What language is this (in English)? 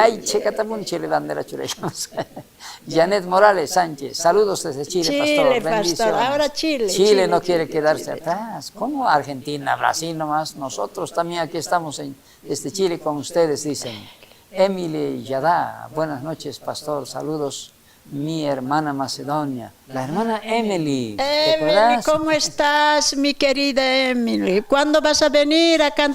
South Bolivian Quechua